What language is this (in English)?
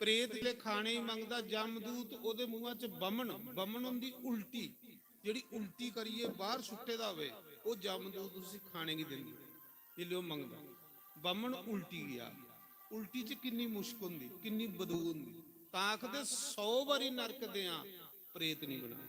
Dogri